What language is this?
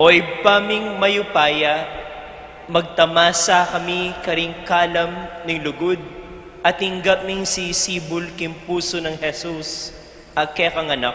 Pampanga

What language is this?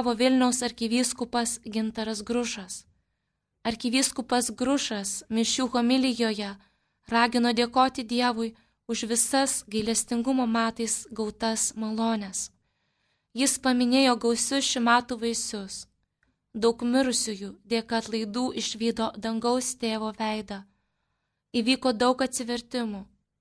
Lithuanian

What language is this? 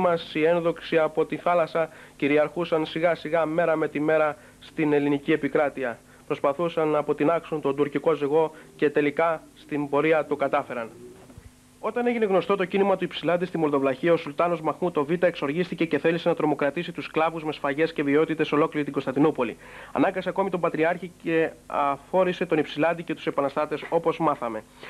Greek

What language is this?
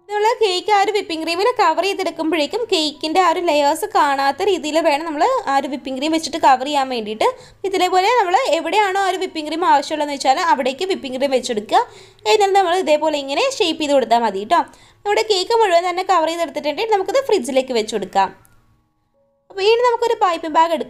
Malayalam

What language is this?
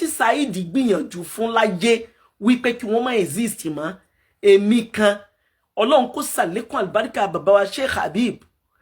Yoruba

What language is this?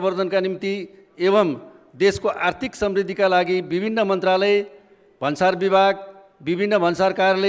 Nepali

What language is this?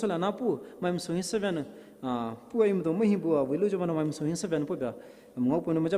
Poumei Naga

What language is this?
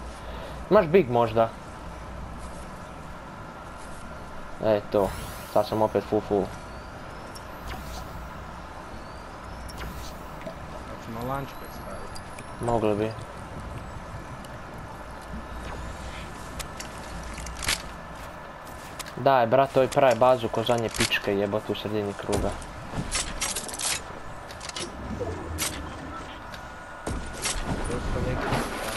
Croatian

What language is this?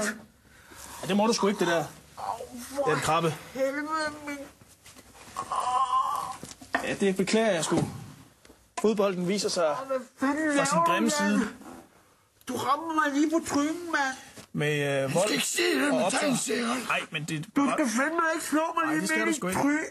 Danish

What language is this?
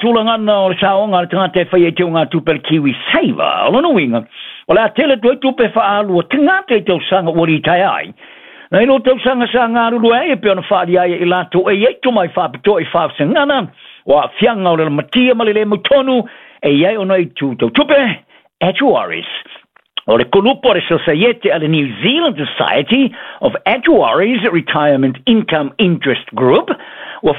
Samoan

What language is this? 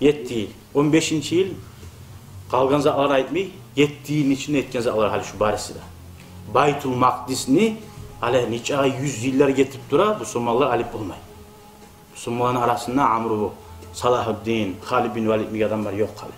Kumyk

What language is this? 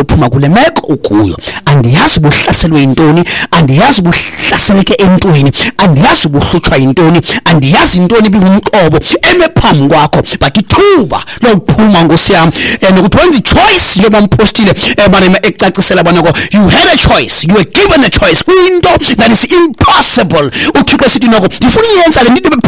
Xhosa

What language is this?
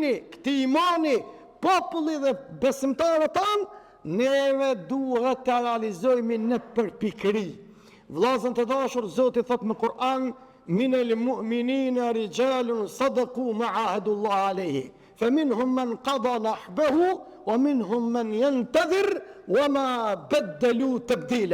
Albanian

